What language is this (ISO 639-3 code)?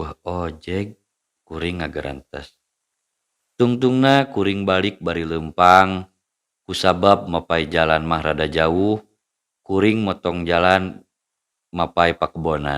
sun